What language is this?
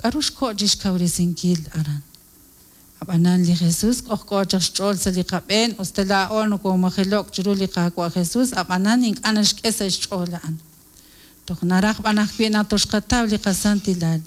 Kekchí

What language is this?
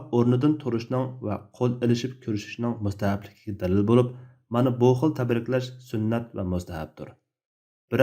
Uyghur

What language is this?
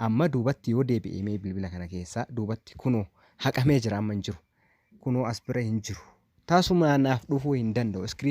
Oromo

